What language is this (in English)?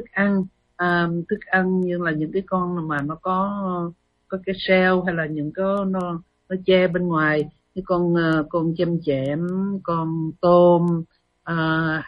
Vietnamese